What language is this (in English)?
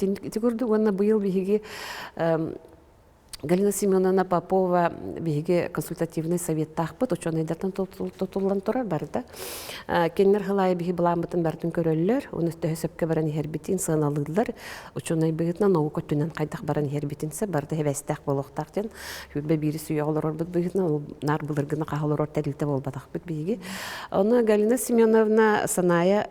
Yakut